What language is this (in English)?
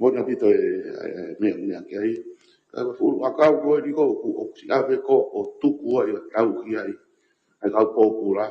Tongan